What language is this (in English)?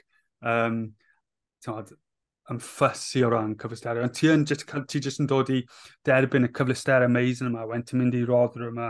Welsh